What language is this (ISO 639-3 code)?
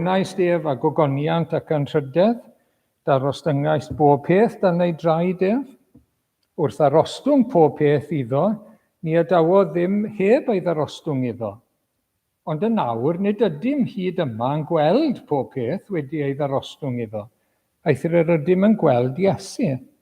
cym